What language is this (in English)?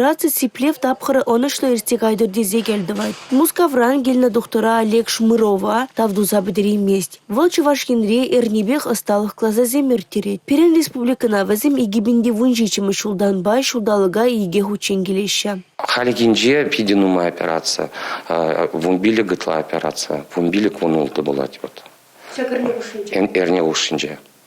Chuvash